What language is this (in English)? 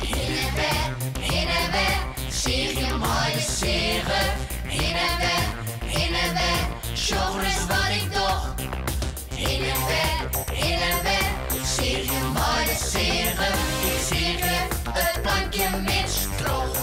Western Frisian